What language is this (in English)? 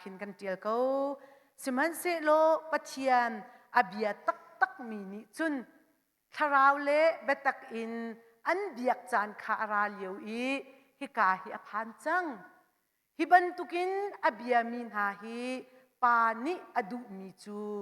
Hakha Chin